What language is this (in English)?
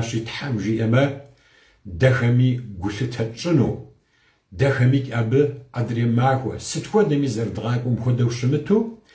Kabardian